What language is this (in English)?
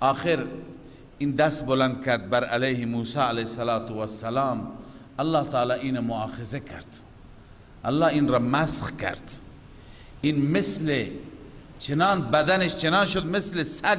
Persian